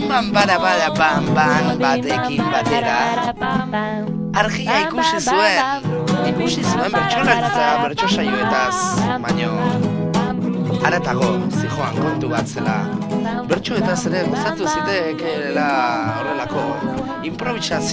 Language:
Basque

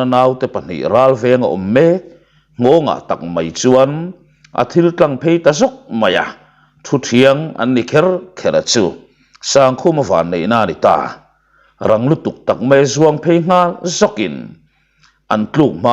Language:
Mizo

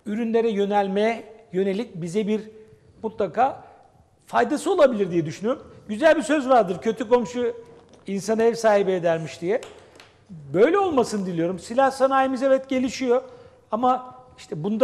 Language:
Turkish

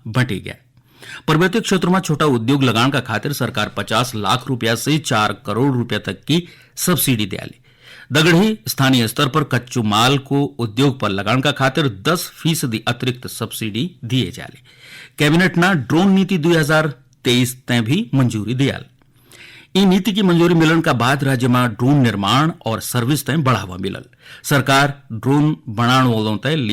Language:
Garhwali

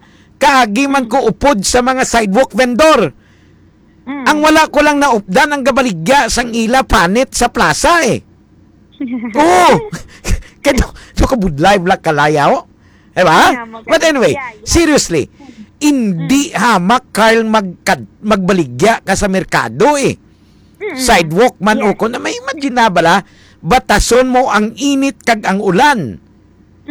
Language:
Hiligaynon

